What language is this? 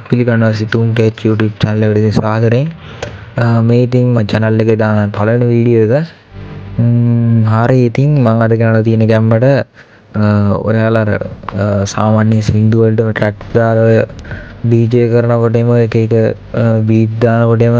Sinhala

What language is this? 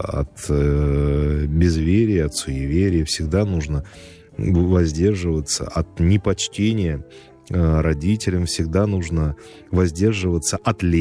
Russian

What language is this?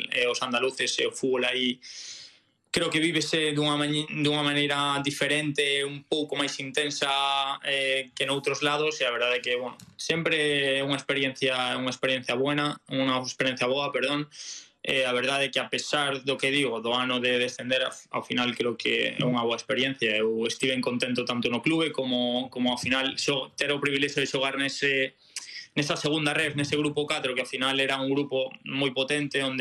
Galician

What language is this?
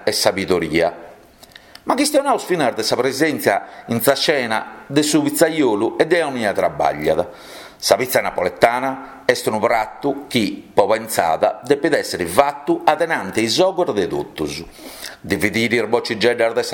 Sardinian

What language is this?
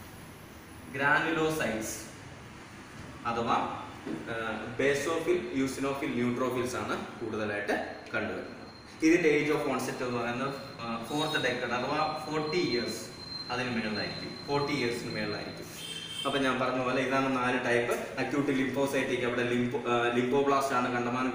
Malayalam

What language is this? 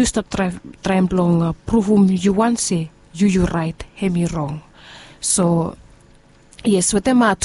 Bislama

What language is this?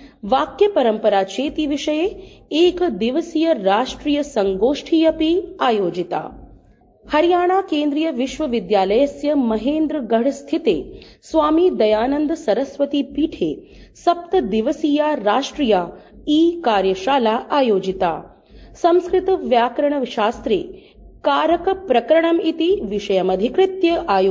Sanskrit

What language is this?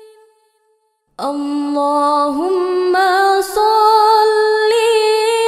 Arabic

